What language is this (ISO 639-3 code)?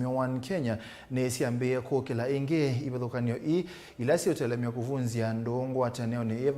kam